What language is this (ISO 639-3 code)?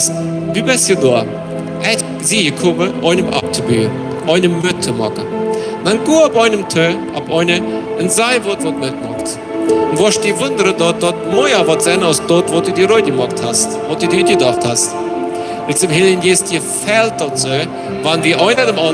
pdt